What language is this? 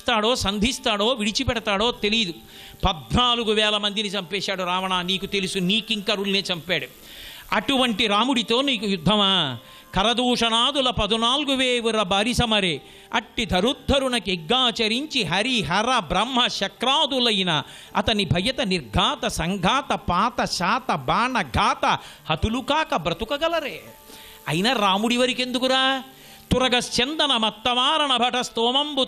Telugu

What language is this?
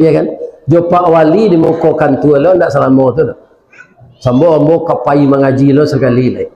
Minangkabau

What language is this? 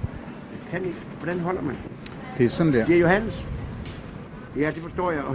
Danish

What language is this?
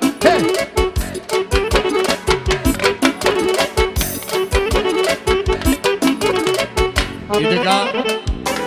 Bulgarian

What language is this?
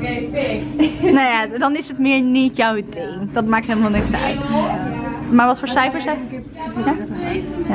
Dutch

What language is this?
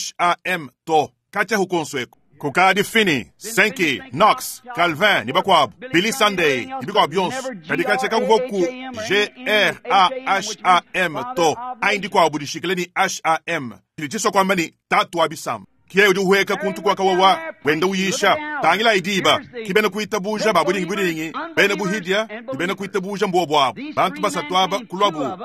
Luba-Lulua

